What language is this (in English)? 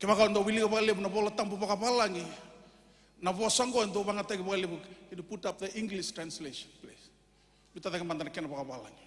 Fijian